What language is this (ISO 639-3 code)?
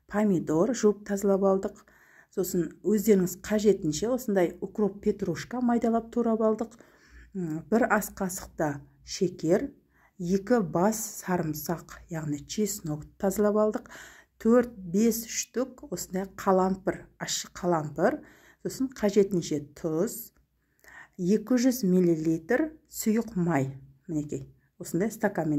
kaz